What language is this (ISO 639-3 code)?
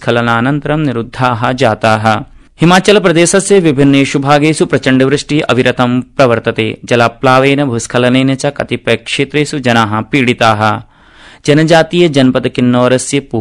san